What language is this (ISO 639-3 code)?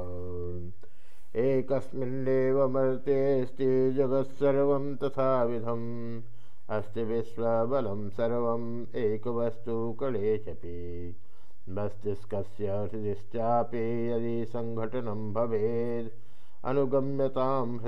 san